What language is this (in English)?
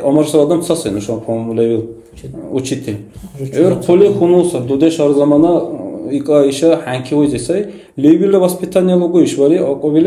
Dargwa